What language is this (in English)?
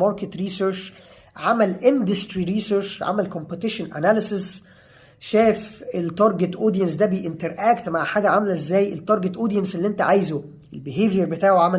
Egyptian Arabic